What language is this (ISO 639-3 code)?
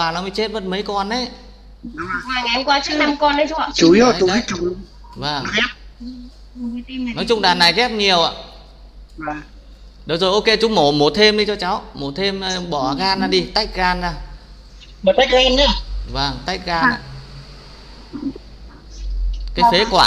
vie